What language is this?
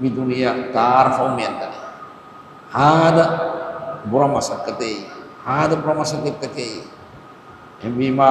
Divehi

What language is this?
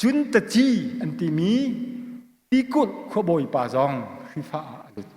Hakha Chin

